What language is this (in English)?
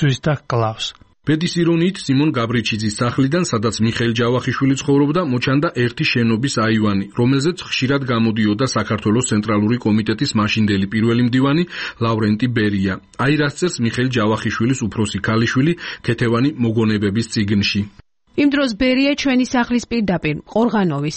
Georgian